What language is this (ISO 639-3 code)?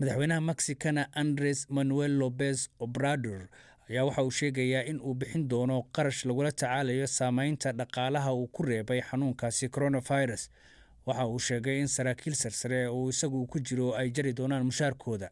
som